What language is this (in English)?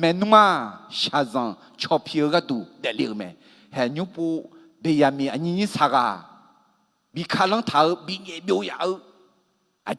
Akha